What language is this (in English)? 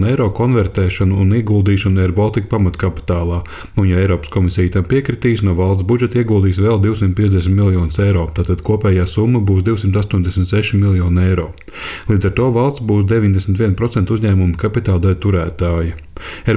Latvian